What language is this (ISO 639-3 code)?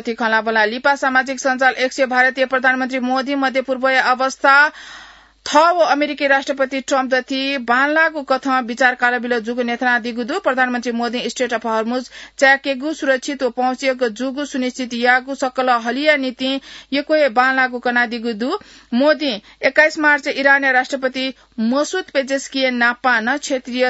new